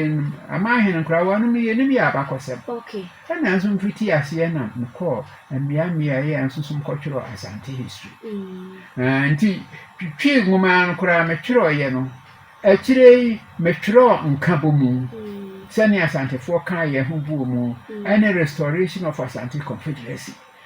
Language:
Akan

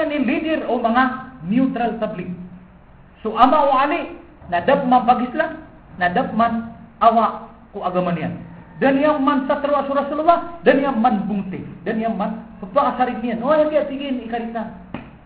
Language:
Maranao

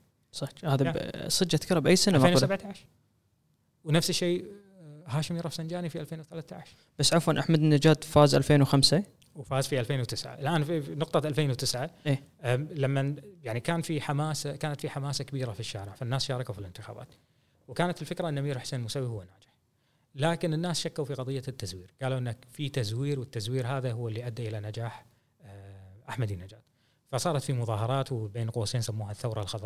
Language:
Gulf Arabic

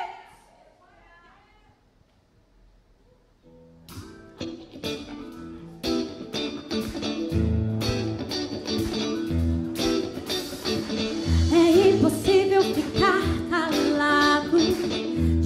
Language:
Portuguese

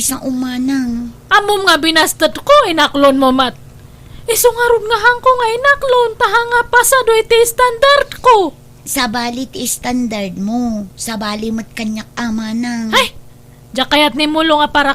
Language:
Iloko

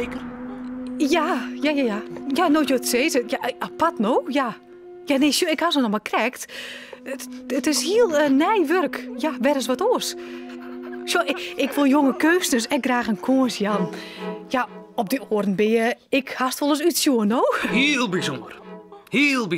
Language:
Western Frisian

